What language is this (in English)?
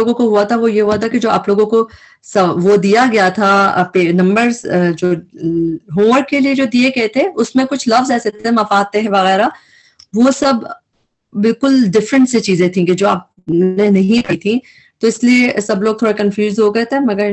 Urdu